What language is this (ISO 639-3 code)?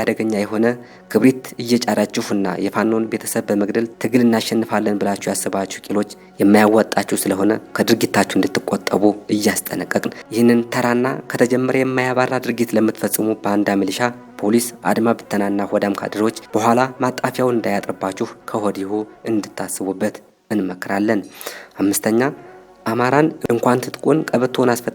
amh